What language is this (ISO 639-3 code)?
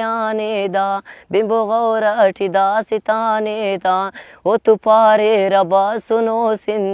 brh